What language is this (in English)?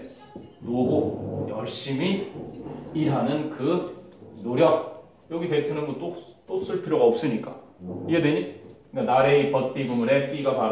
Korean